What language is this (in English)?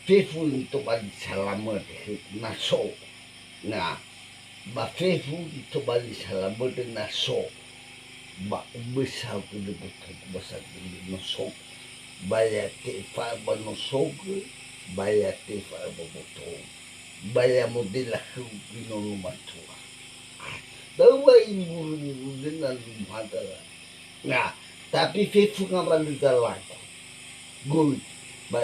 Nias